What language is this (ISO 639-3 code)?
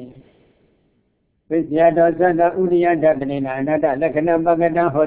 mya